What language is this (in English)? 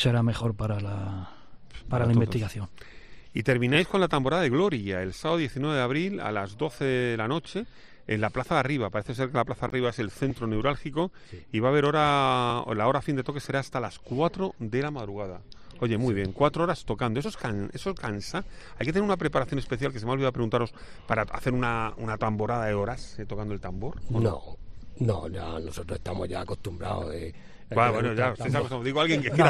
Spanish